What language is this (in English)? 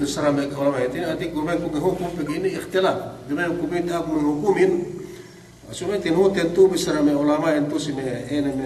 Yakan